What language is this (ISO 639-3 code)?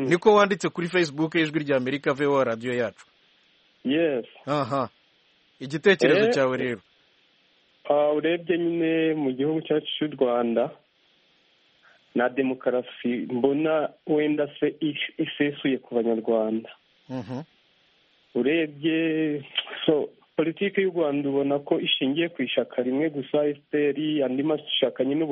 kin